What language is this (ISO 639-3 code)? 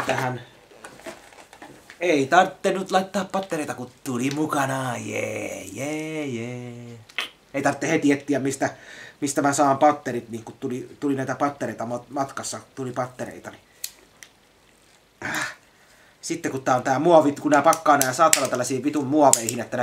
fin